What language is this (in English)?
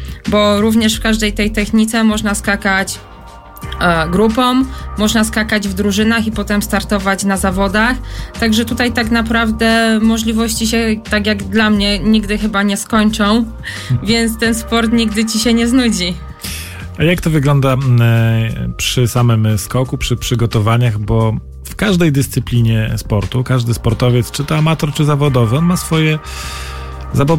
Polish